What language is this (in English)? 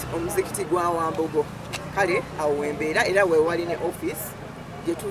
Ganda